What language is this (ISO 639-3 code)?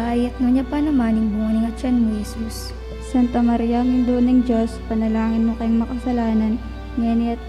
pam